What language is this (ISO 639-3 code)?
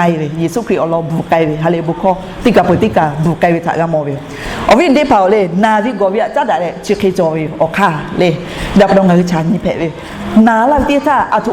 lhu